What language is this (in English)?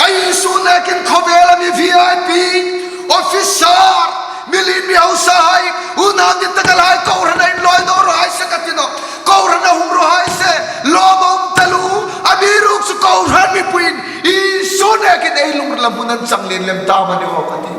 Hmar